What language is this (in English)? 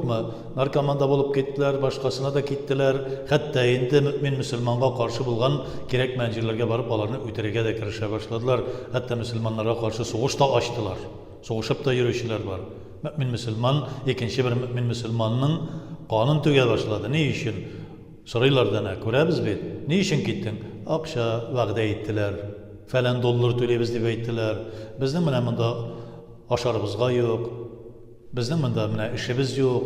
Tatar